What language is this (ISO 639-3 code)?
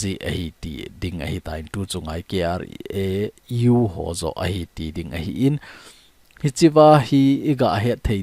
tcz